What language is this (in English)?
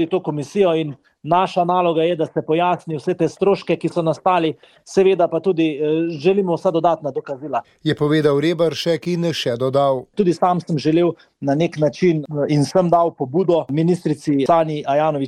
Slovenian